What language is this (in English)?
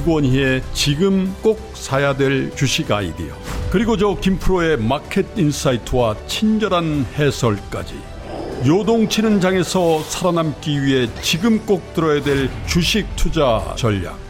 Korean